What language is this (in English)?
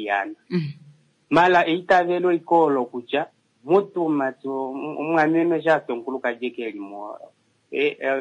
Kuanyama